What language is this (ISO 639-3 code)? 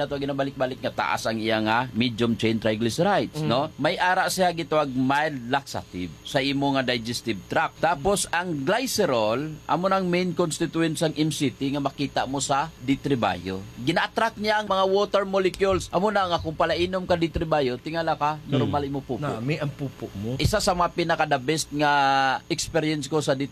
hil